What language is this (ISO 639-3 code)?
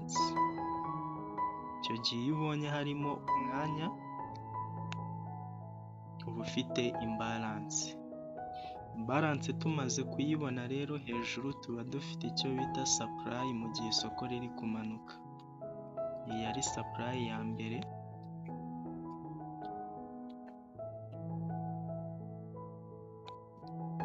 kin